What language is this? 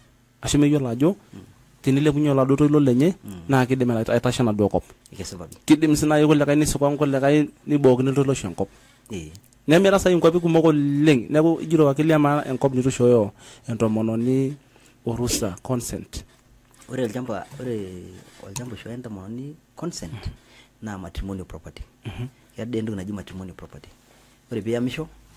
Masai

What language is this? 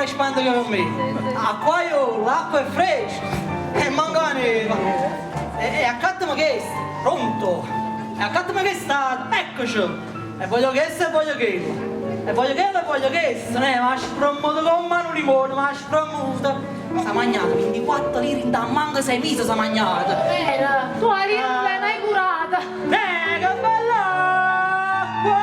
Neapolitan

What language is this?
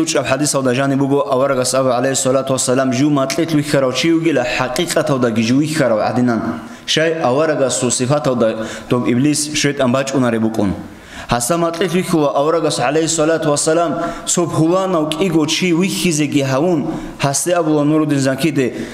Avaric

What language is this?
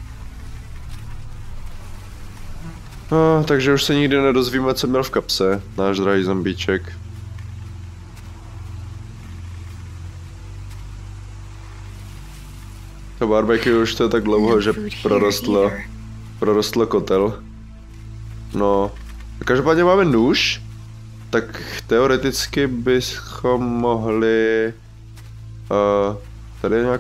Czech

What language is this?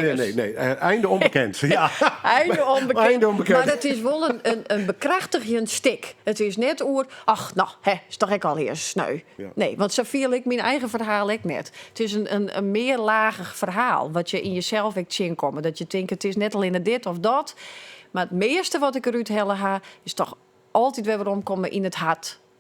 Western Frisian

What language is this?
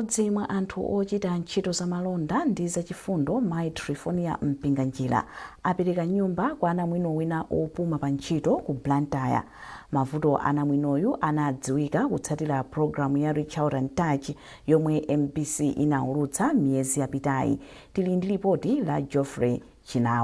Nyanja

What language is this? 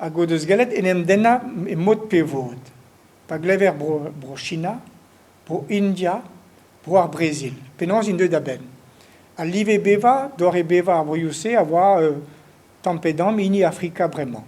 Breton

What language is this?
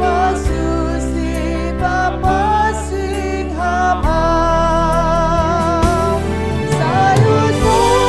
Batak Simalungun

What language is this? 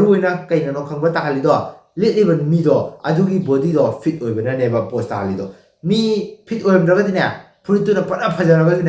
Manipuri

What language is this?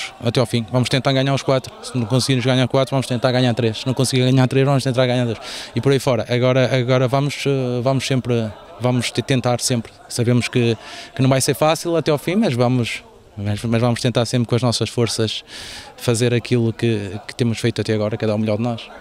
Portuguese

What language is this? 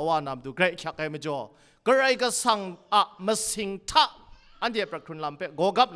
Kachin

